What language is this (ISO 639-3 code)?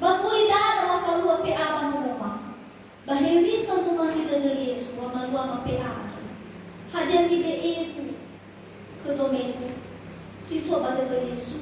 nia